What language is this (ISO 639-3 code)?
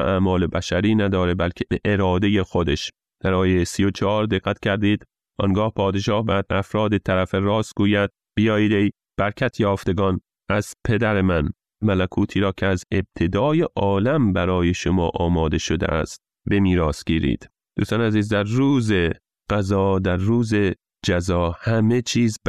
fas